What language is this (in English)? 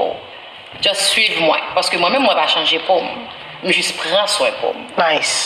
Haitian Creole